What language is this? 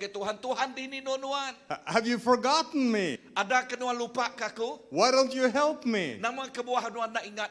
Iban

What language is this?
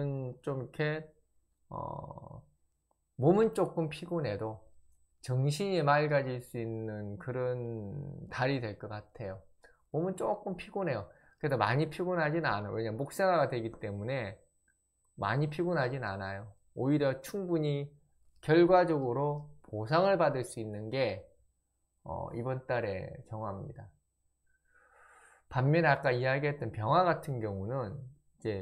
Korean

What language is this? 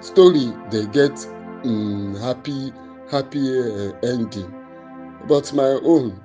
Nigerian Pidgin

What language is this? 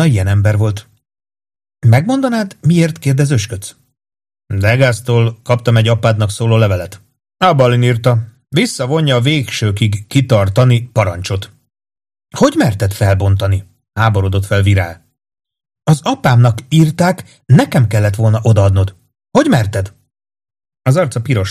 Hungarian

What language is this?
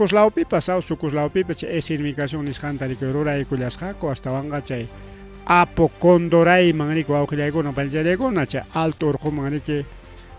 Ayacucho Quechua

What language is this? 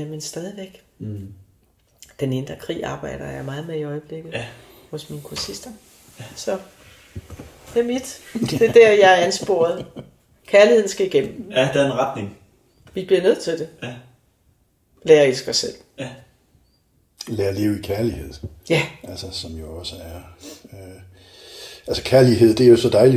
Danish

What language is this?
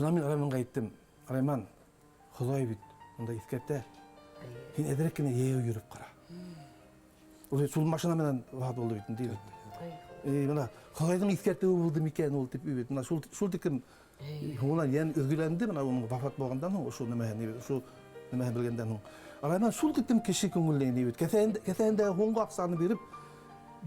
Bashkir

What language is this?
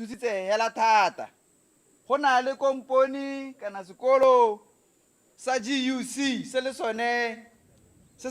Tswana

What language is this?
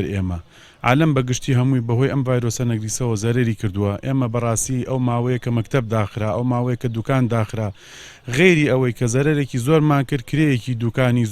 Central Kurdish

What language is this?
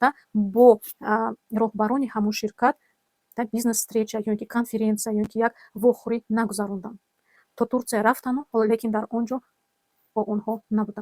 Tajik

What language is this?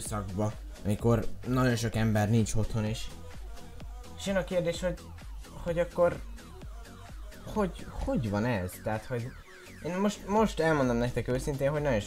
Hungarian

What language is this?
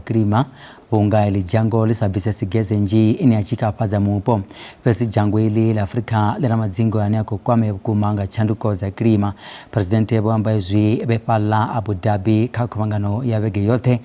Venda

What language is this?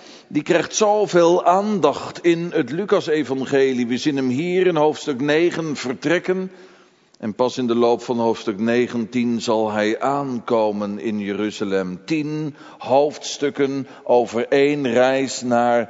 Dutch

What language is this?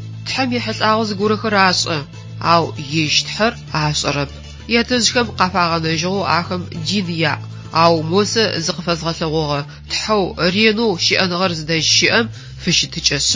Adyghe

